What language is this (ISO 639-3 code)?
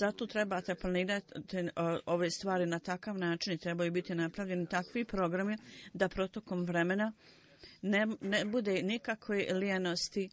bos